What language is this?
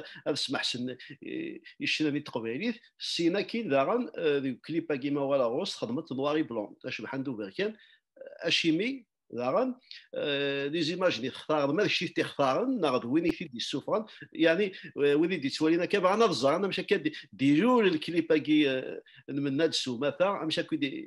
Kabyle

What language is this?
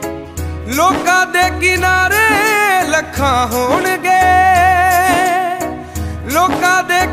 Punjabi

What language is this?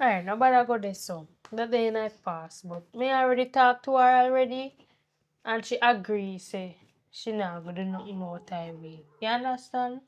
Jamaican Creole English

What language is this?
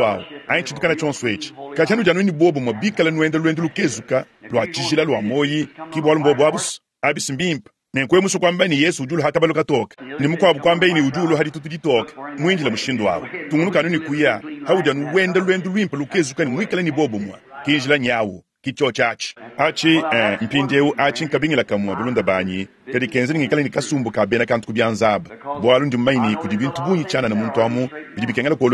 Luba-Lulua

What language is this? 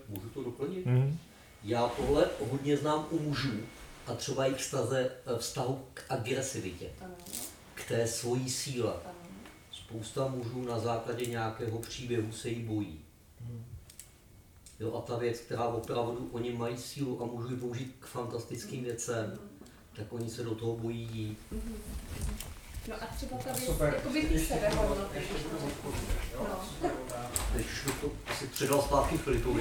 Czech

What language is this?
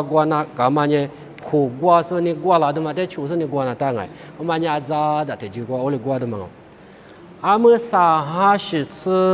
Lisu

